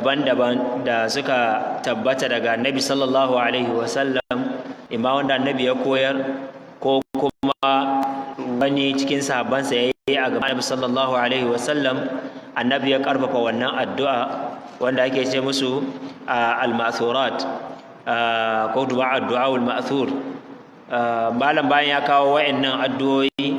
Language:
Hausa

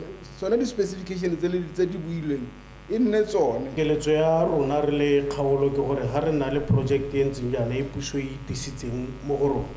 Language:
Tswana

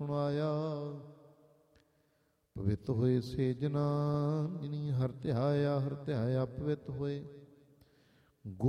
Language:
Punjabi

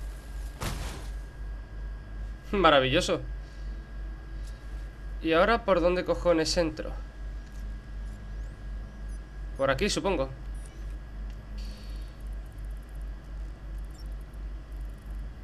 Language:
Spanish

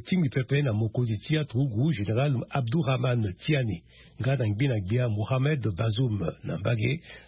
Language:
Sango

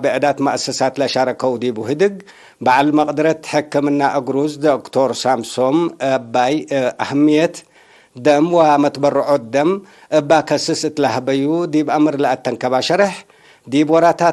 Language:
Tigre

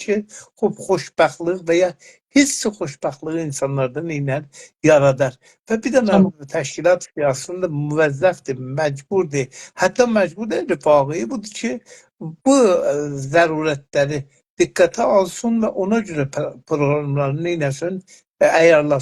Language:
South Azerbaijani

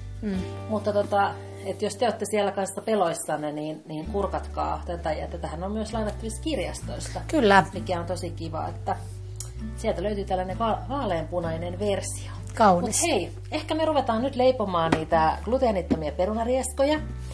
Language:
Finnish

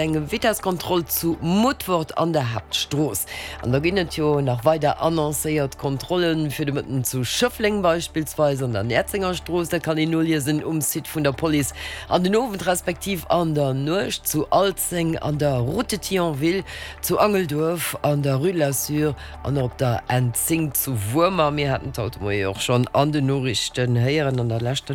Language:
Luxembourgish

